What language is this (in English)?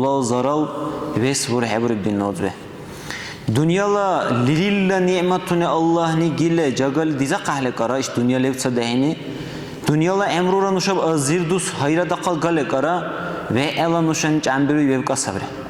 Dargwa